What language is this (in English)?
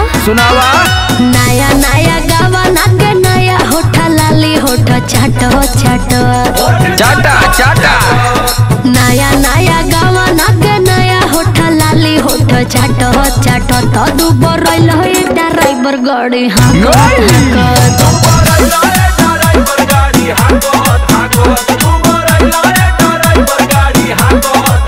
Bhojpuri